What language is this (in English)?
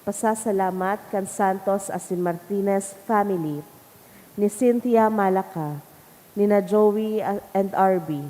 Bikol